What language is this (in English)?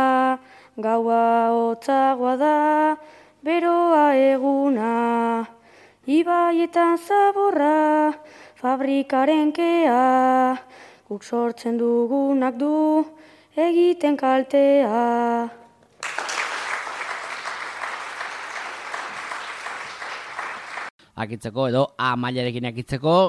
Basque